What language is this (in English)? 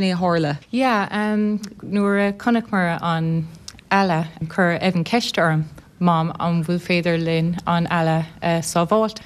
Irish